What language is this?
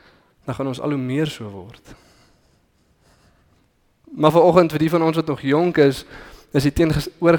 Afrikaans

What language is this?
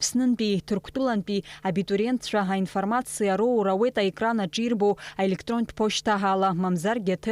Abkhazian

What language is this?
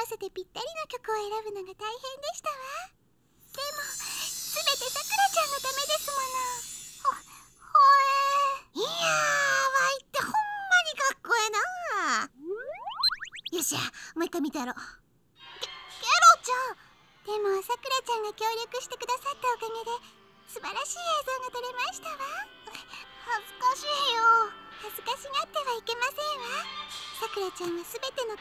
Japanese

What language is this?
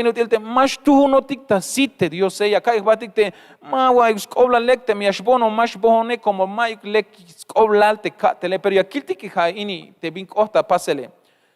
Tzeltal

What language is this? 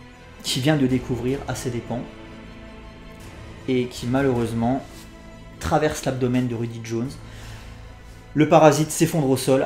French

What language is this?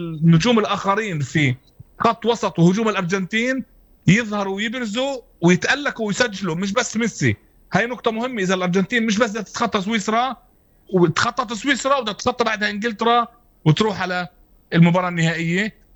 North Levantine Arabic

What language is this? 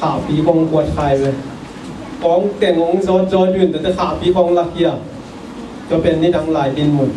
Tedim Chin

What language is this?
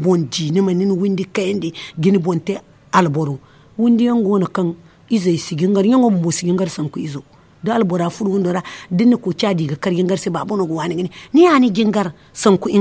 Zarma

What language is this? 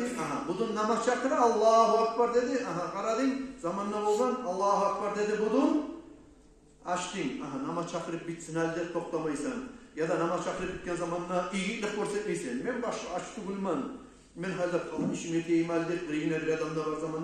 Kumyk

